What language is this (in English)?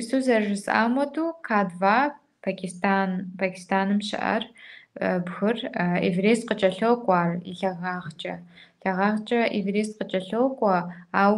Kabardian